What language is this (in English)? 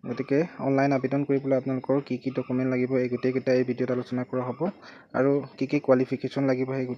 Assamese